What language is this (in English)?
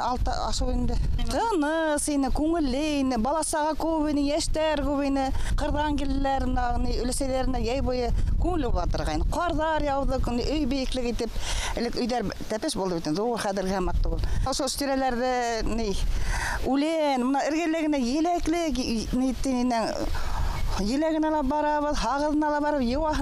Bashkir